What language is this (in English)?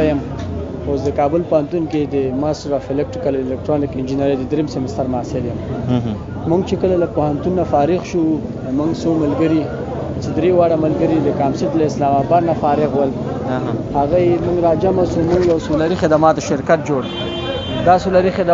Pashto